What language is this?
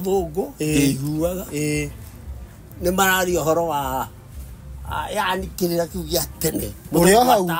Kikuyu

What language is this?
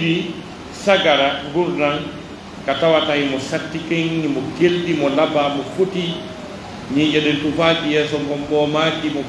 Pular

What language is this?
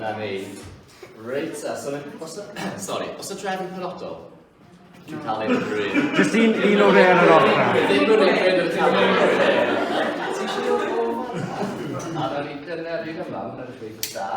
Welsh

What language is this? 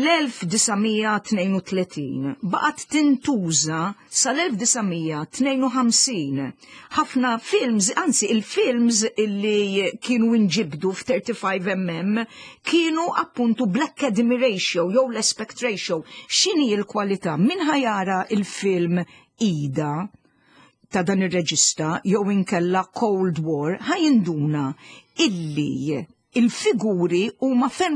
Maltese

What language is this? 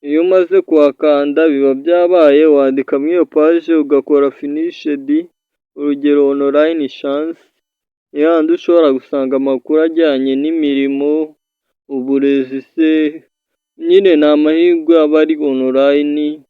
Kinyarwanda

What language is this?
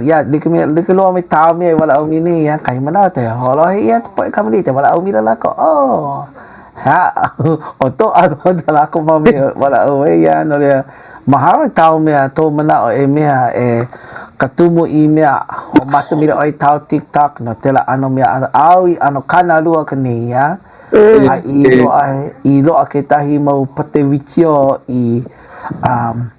Hawaiian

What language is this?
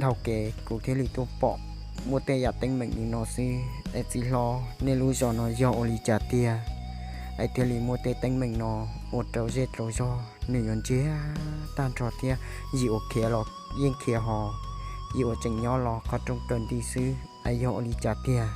Hmong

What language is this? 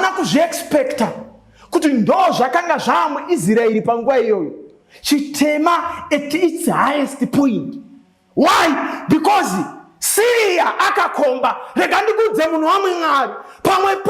Shona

